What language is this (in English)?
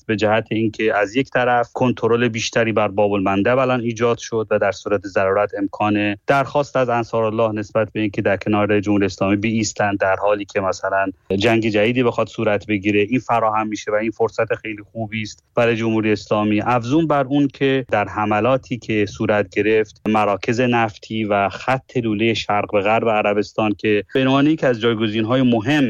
Persian